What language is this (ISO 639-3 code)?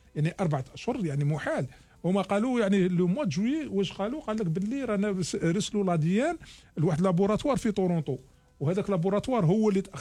arq